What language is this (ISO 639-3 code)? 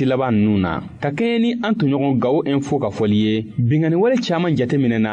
bam